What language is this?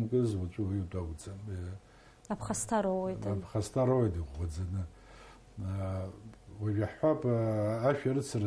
Abkhazian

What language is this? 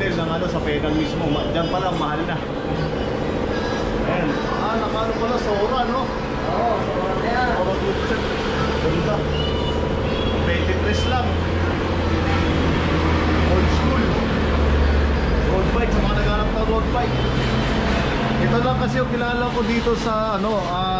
Filipino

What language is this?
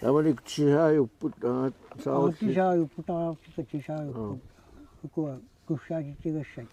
Kalaallisut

